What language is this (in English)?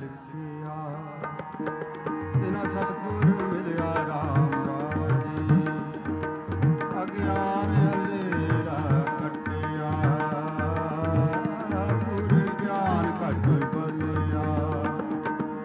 Punjabi